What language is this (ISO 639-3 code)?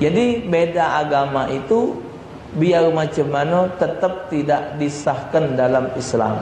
mui